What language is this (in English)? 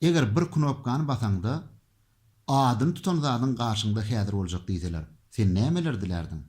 Turkmen